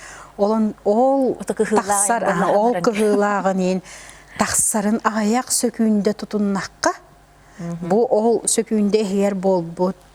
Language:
Yakut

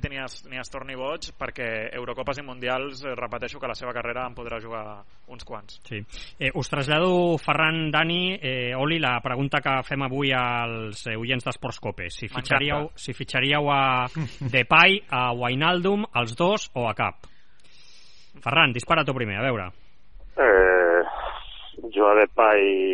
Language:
Catalan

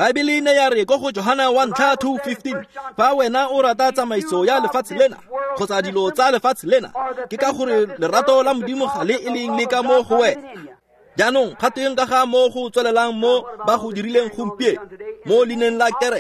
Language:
Tswana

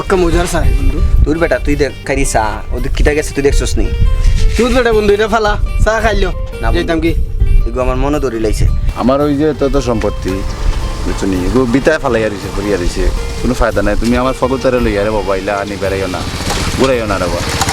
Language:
Sylheti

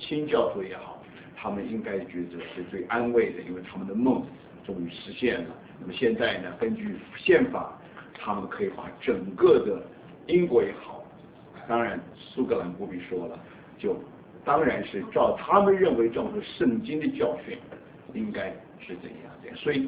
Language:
Chinese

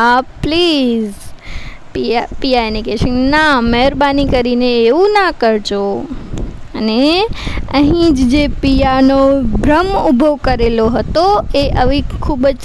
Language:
Gujarati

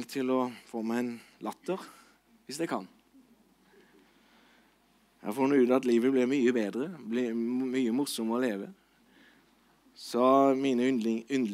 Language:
Norwegian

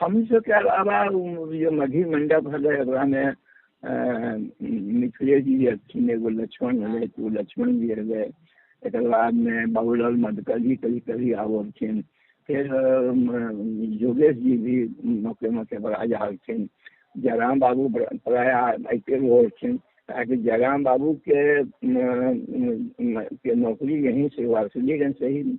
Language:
Magahi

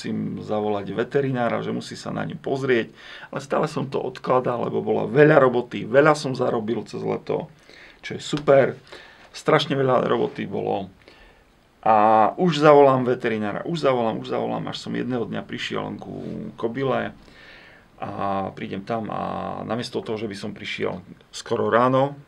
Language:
Slovak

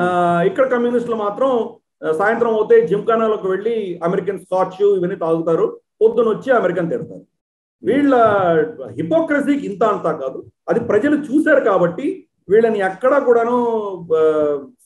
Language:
Telugu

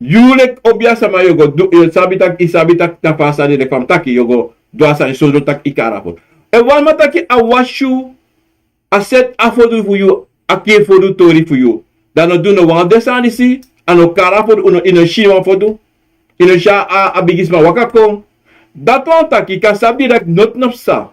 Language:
Sranan Tongo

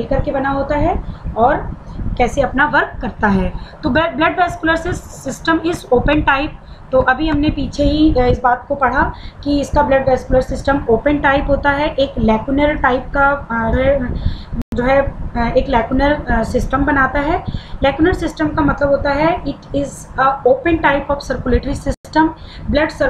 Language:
Hindi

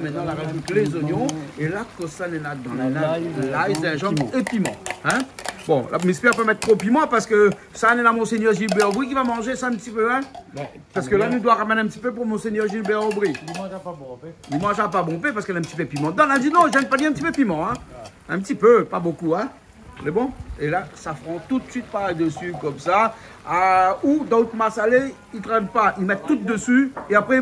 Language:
Réunion Creole French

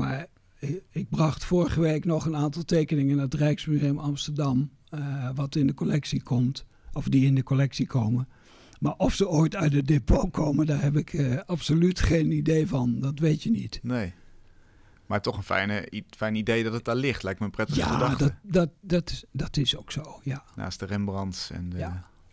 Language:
Dutch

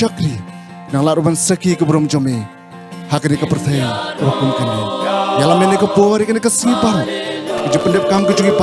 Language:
Khasi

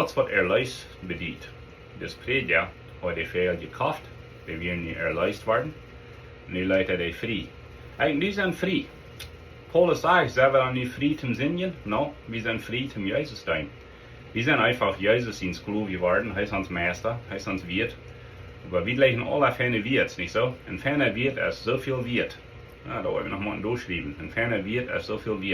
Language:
Plautdietsch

